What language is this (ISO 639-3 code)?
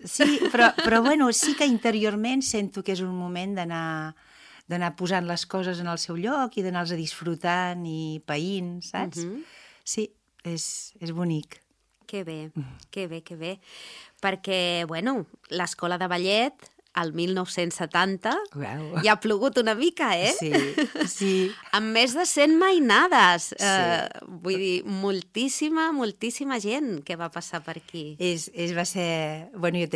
cat